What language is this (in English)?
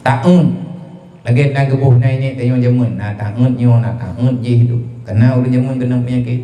Achinese